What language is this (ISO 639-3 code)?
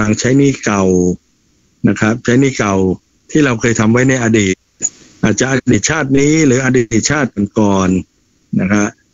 tha